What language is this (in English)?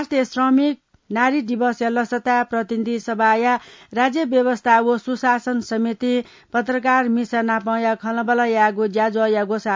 Newari